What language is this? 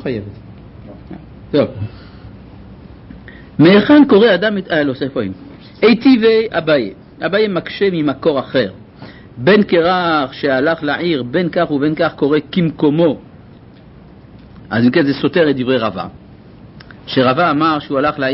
Hebrew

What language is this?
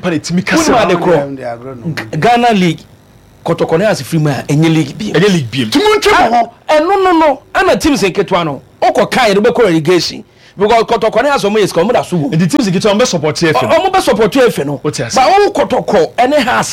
Akan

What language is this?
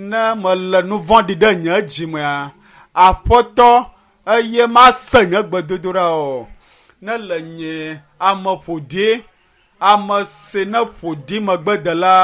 Ewe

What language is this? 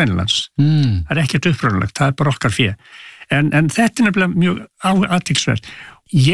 Icelandic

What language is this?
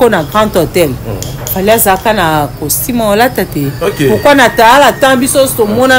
Lingala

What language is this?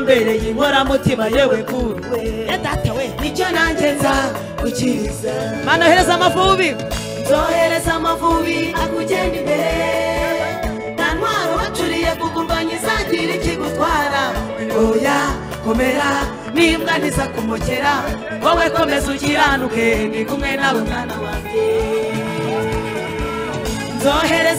Kinyarwanda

